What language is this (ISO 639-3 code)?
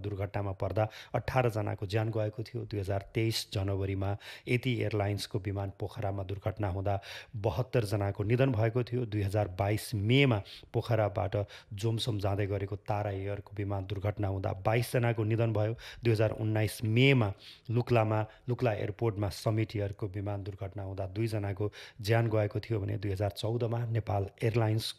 nep